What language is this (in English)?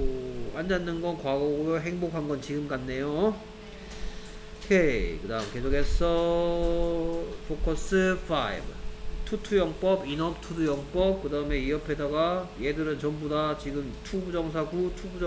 Korean